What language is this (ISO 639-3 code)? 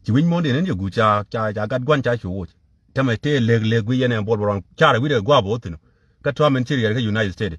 nus